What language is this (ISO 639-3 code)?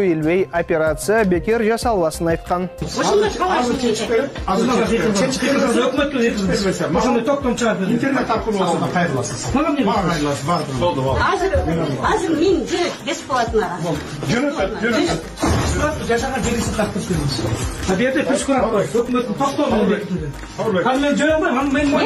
kir